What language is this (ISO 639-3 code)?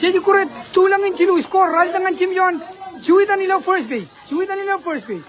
mah